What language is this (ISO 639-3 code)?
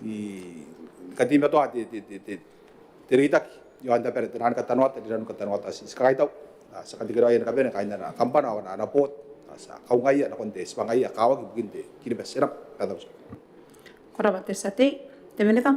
gil